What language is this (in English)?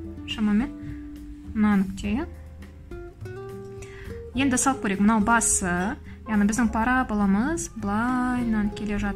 Kazakh